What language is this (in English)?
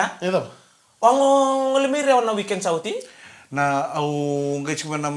Fijian